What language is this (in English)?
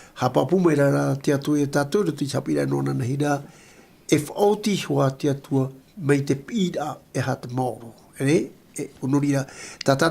Tahitian